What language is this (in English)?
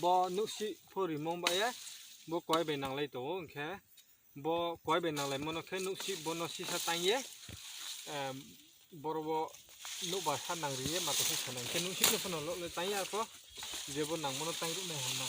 Riang (India)